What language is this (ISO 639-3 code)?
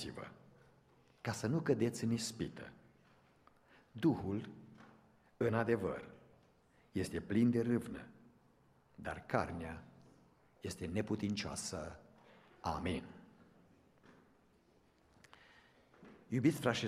ron